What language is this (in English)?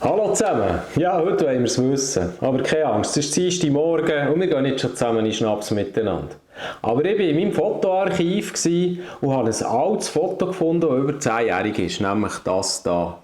Swiss German